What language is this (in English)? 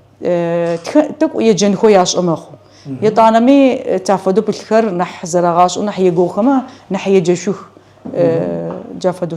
Adyghe